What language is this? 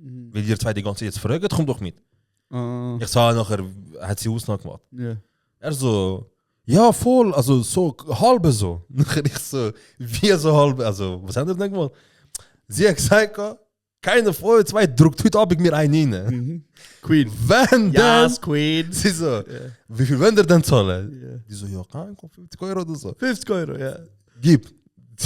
Swiss German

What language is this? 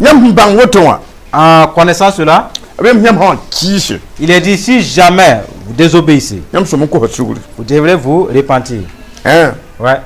Mossi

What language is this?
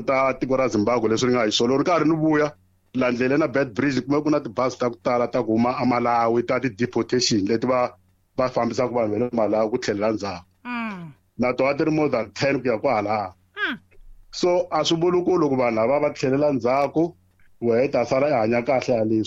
Tsonga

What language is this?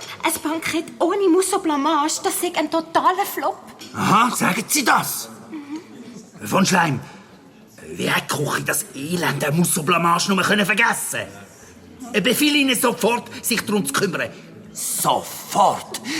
Swiss German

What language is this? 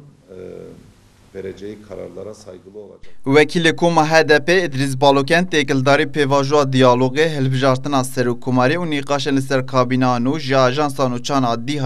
Kurdish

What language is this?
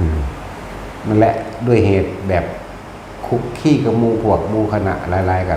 Northeastern Thai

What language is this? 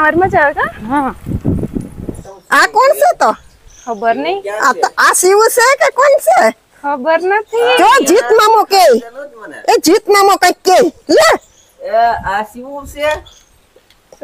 Gujarati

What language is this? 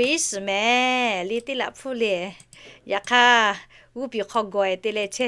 Lahu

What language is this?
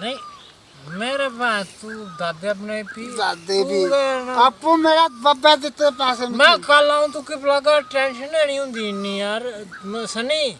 Dogri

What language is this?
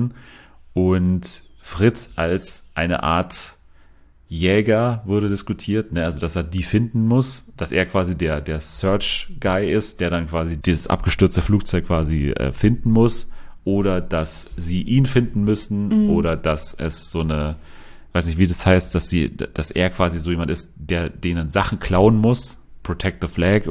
German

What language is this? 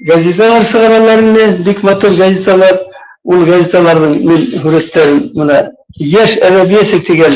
Bashkir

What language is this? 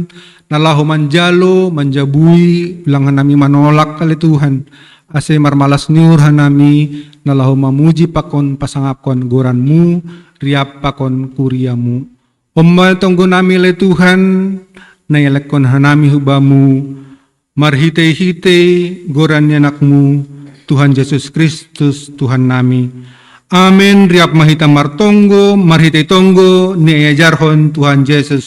Batak Simalungun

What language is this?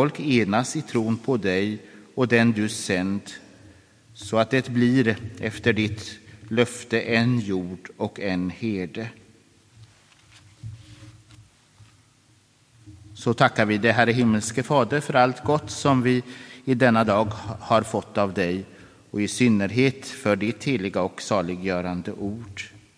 Swedish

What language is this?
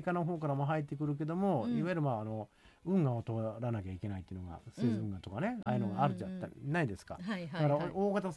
Japanese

